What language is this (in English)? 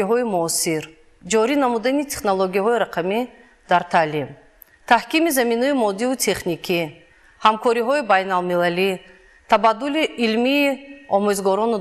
Tajik